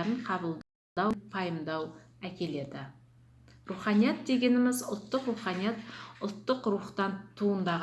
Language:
Kazakh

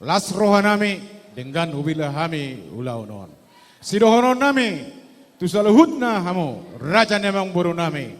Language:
Batak Toba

